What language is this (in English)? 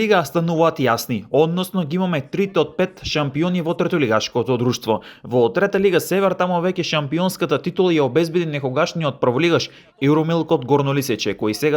Macedonian